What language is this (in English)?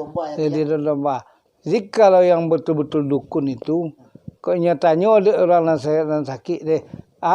Minangkabau